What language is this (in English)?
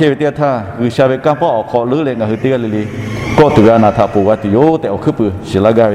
Lahu